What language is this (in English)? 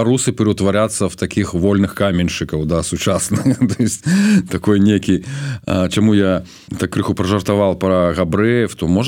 Belarusian